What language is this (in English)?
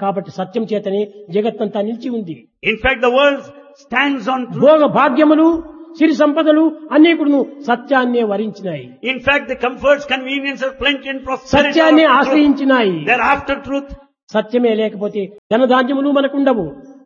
Telugu